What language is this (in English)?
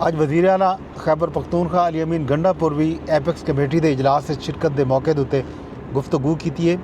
Saraiki